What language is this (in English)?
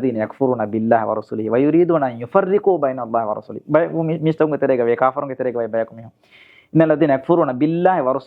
Divehi